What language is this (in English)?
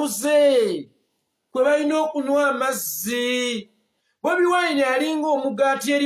Ganda